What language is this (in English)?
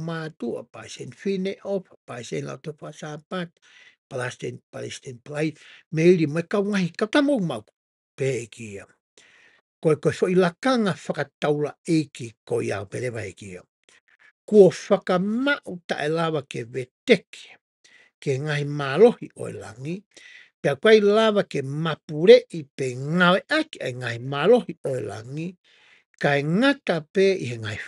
Tongan